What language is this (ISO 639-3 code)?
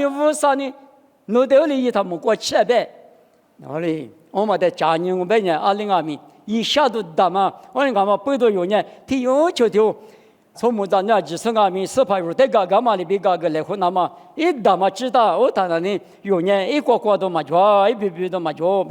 lis